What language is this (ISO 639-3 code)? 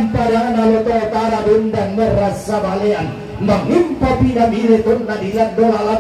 sda